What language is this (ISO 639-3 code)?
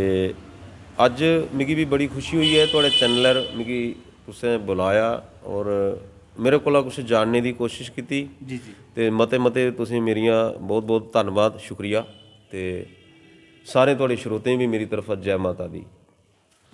doi